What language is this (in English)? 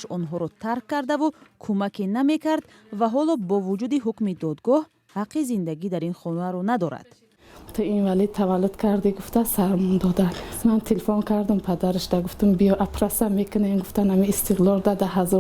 Tajik